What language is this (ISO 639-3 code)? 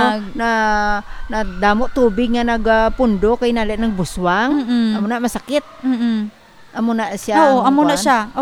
hil